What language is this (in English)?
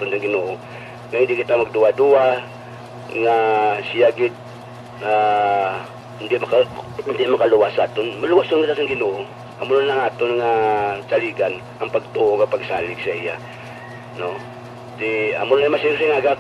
Hiligaynon